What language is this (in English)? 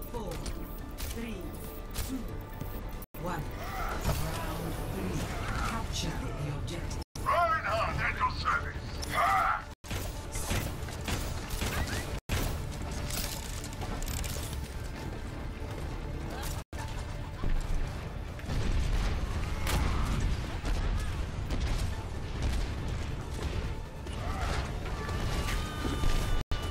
English